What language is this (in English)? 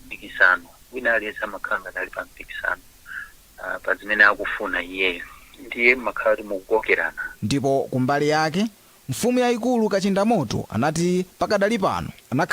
Nyanja